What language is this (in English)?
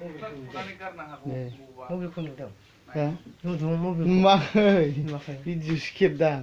Bodo